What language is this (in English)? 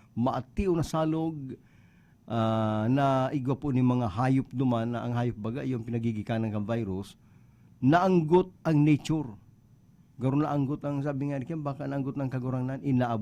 Bikol